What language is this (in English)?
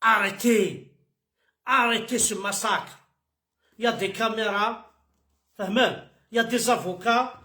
Kabyle